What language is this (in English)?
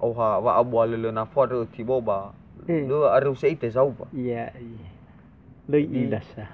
Nias